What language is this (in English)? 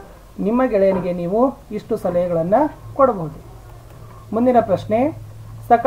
Kannada